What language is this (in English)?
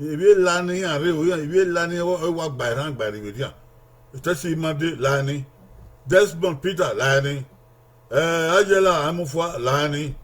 Bini